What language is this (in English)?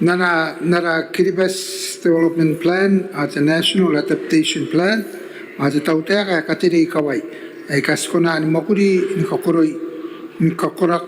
Gilbertese